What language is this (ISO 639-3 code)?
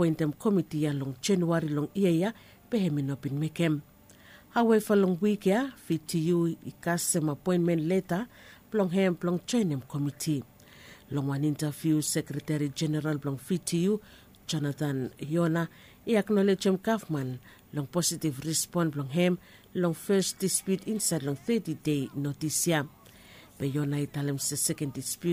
bis